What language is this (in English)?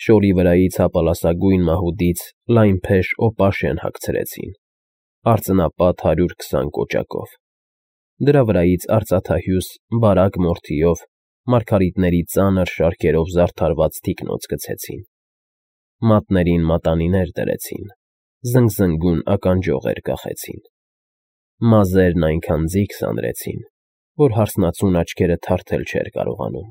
Armenian